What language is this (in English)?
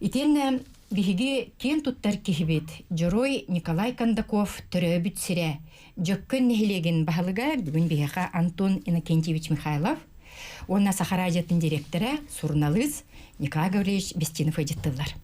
Yakut